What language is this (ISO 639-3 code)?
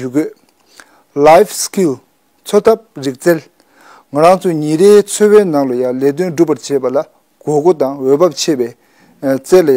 bod